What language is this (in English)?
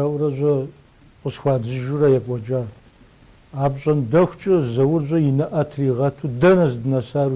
Kabardian